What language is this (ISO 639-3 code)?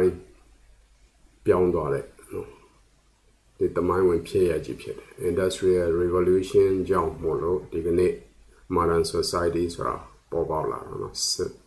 mya